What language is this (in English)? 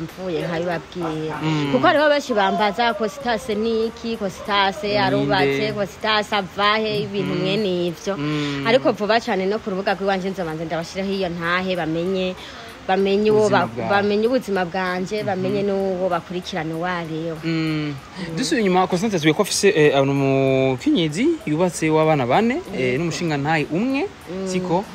Rundi